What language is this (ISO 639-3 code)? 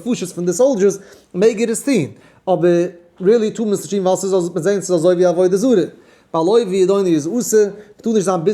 yid